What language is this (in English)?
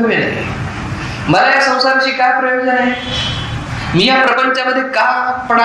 Marathi